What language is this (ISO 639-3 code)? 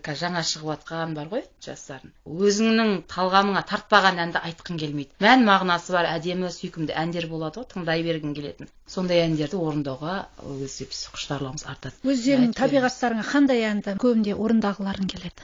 kaz